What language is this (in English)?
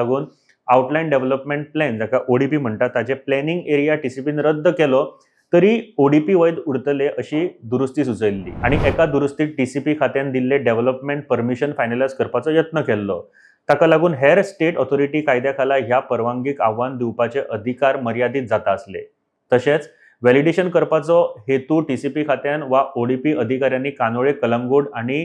Konkani